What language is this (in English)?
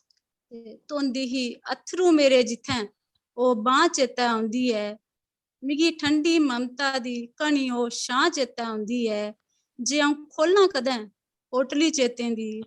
Dogri